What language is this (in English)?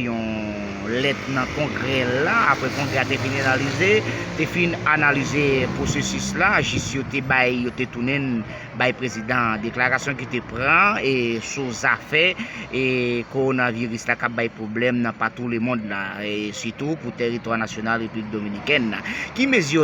Haitian Creole